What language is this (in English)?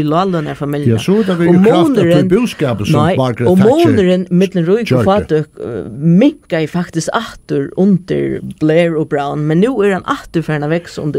Faroese